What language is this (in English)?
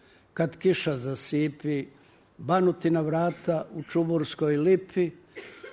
Serbian